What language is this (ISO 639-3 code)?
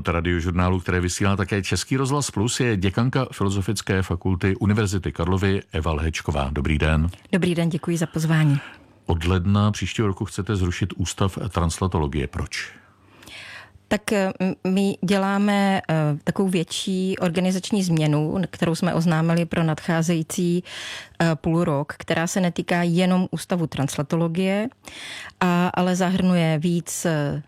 ces